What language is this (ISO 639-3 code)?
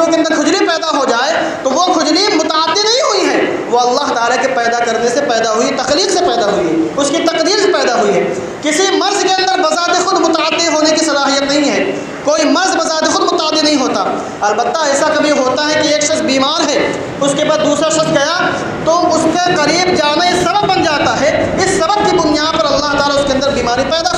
urd